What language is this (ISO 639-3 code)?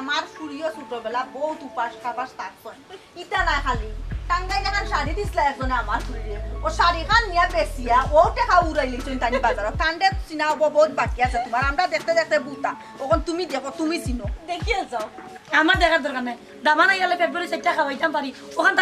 syl